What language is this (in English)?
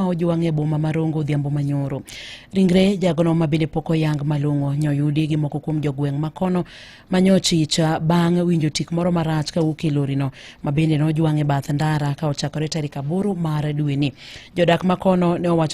Luo (Kenya and Tanzania)